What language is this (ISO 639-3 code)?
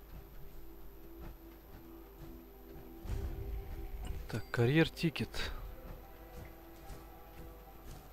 rus